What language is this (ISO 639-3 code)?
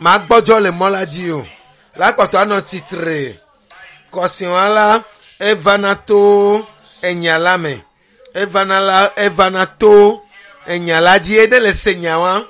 ewe